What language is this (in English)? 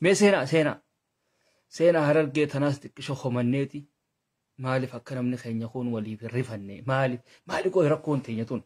Oromo